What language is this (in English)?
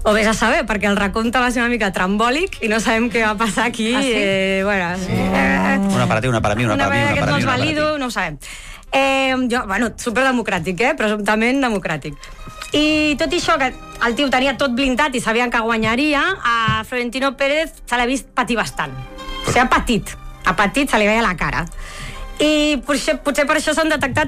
Catalan